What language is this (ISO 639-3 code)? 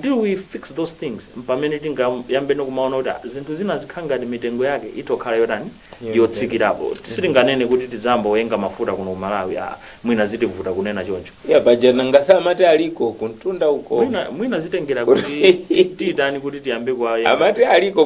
nya